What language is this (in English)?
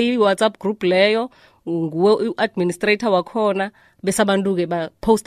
South Ndebele